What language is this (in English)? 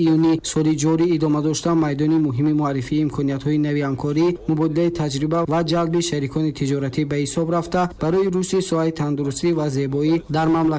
Tajik